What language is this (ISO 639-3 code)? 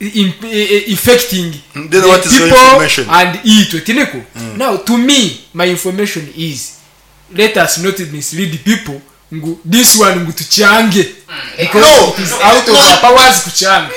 nyn